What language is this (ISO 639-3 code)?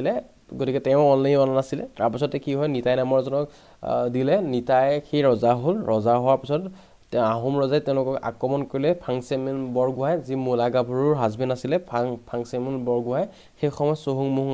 asm